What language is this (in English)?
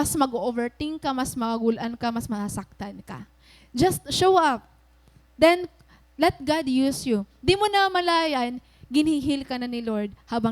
Waray